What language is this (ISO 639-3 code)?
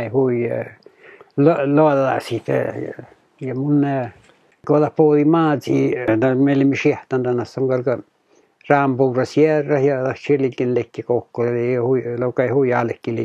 fin